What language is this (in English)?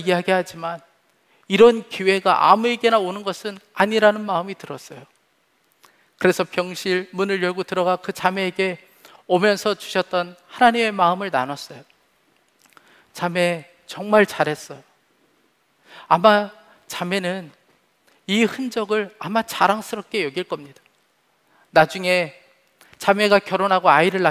Korean